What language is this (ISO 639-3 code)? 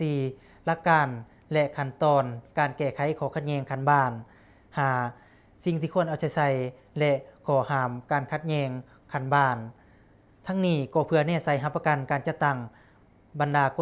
lao